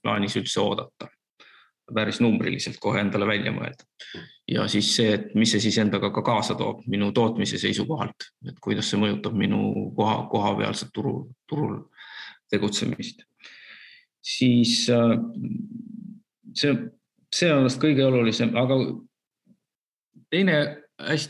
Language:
Estonian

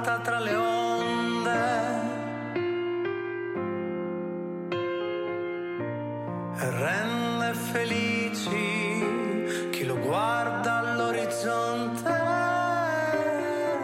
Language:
Italian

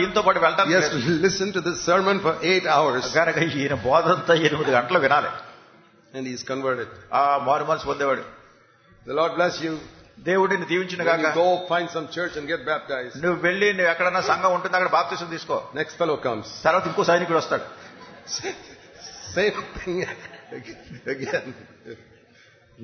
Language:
Telugu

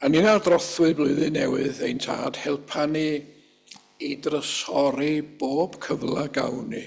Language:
Welsh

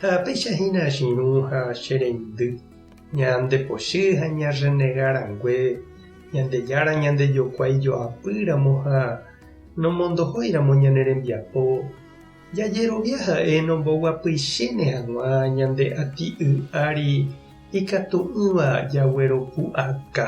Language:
Guarani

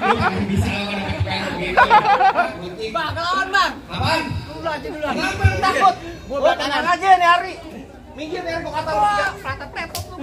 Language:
Betawi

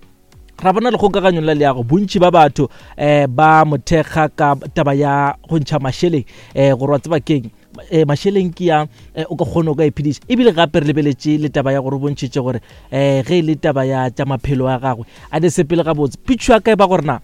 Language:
Northern Sotho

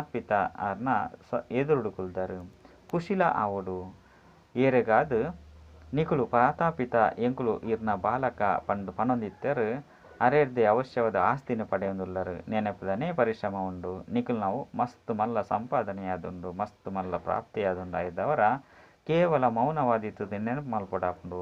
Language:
Tulu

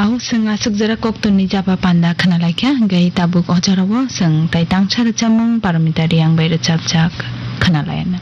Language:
Kok Borok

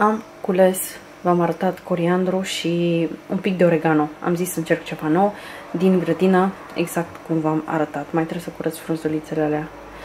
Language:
Romanian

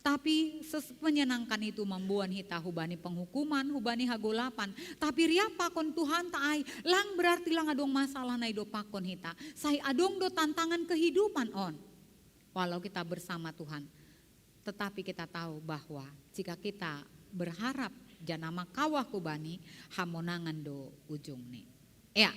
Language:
Batak Simalungun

